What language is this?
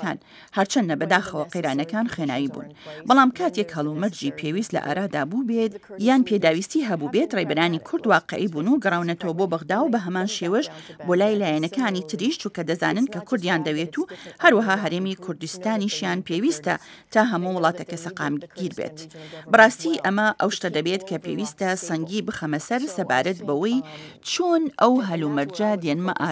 Central Kurdish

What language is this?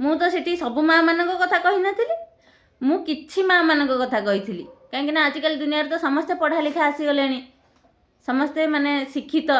Odia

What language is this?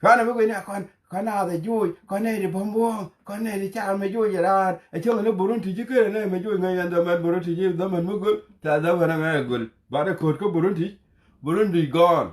Nuer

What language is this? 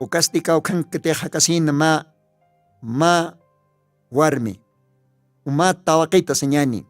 Aymara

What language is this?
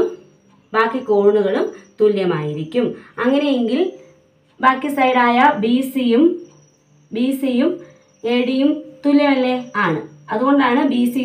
Malayalam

